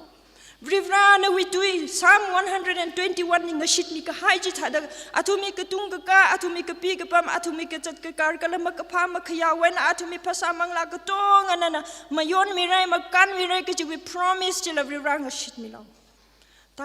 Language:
Tangkhul Naga (India)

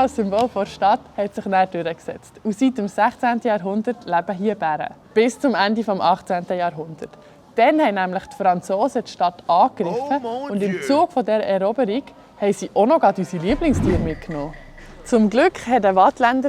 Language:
Swiss German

